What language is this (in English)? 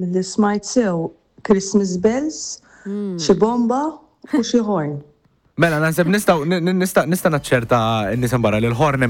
Maltese